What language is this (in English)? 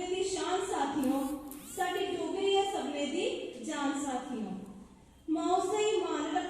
Dogri